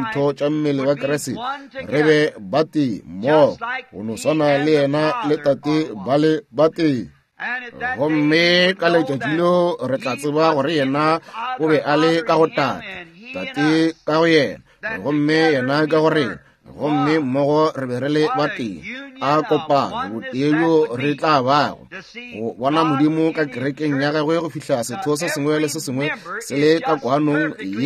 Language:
Northern Sotho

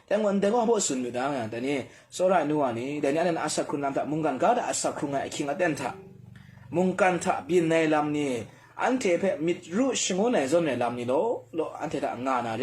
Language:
Kachin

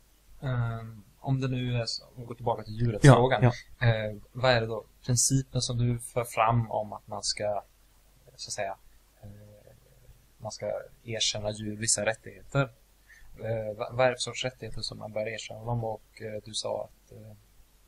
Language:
Swedish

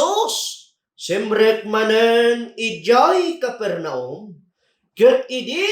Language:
Iloko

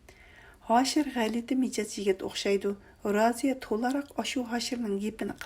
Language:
Uyghur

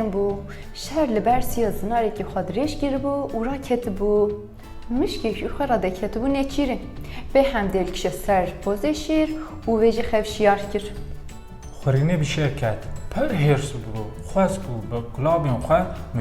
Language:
Kurdish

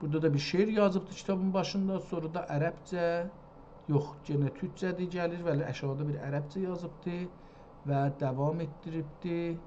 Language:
South Azerbaijani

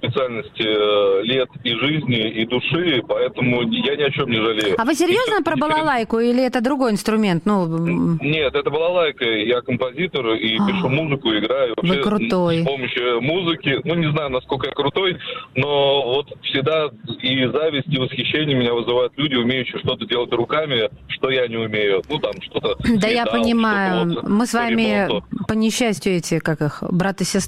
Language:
Russian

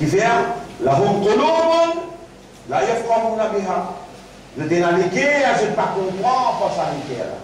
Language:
Morisyen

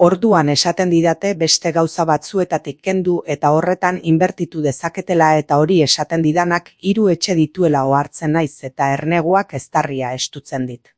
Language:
Basque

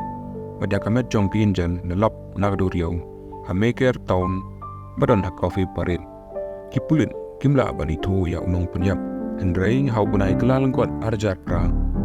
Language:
Khasi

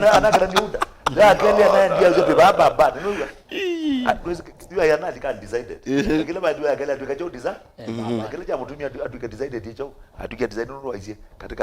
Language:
Kamba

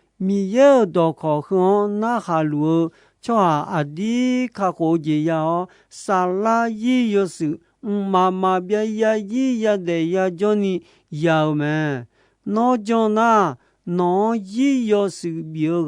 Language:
Akha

